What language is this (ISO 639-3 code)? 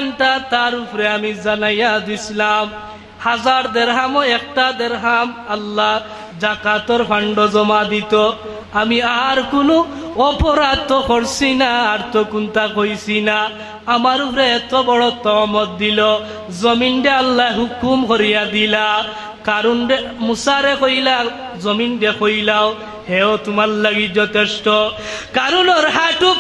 syl